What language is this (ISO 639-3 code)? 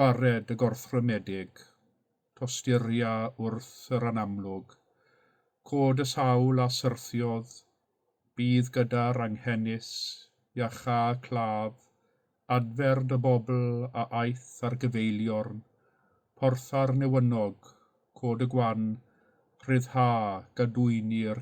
cym